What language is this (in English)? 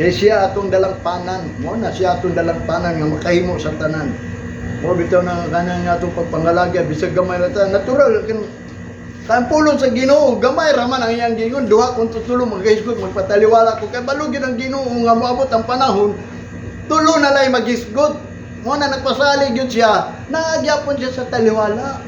Cebuano